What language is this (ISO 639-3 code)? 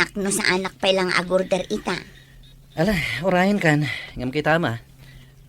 ilo